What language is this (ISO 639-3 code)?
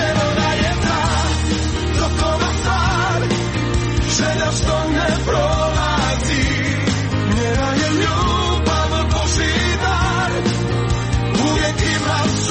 hrv